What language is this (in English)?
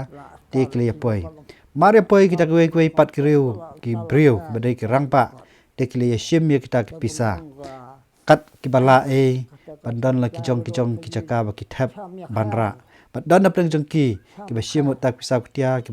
Khasi